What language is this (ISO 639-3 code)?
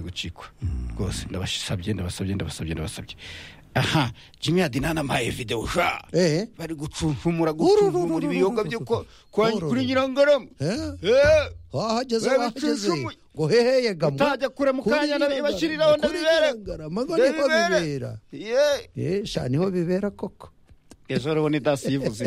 kin